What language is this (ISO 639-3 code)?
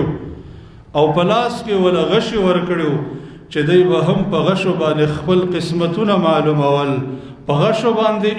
pus